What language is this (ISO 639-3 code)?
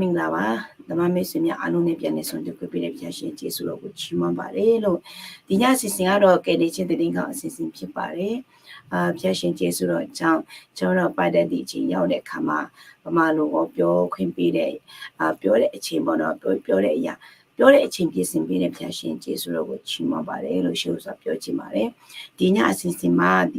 ahk